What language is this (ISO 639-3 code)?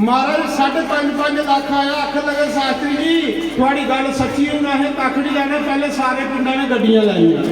doi